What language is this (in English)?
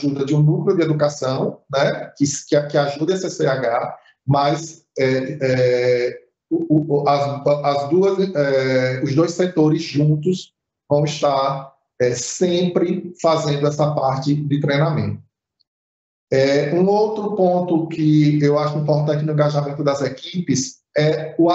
Portuguese